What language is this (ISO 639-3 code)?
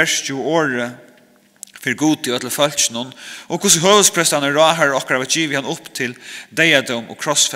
fao